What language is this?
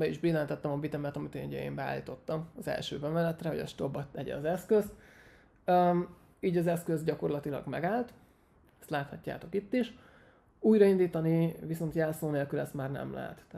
Hungarian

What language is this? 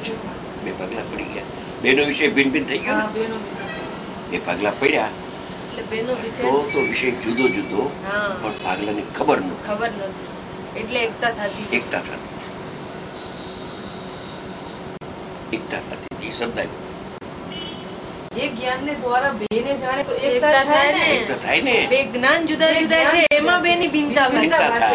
Gujarati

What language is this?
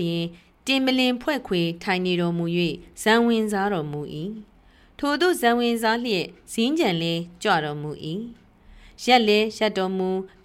Burmese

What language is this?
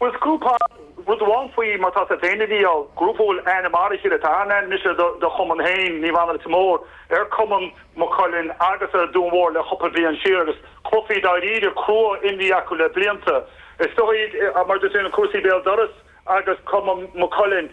Irish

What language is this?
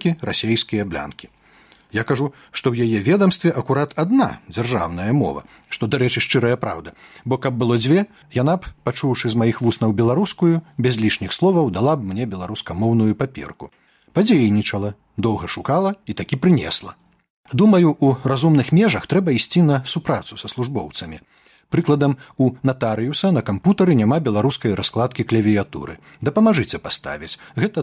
Belarusian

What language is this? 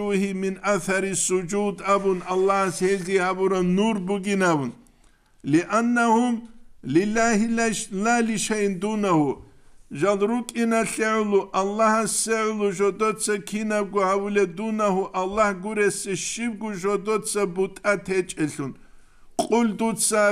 Avaric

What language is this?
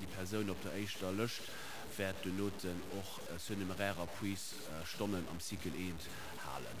Luxembourgish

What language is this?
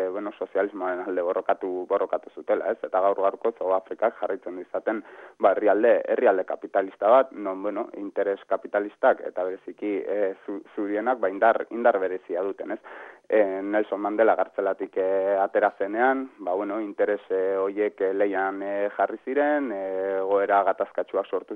Basque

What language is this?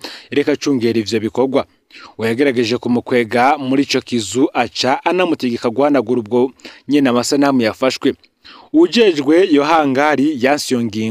Rundi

